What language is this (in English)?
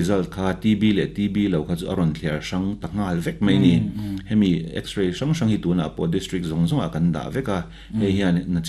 Mizo